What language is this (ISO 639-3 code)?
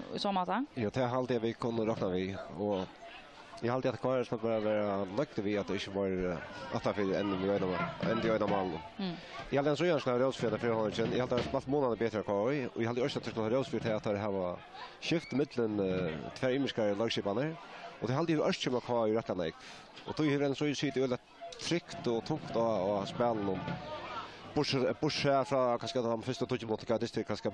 fao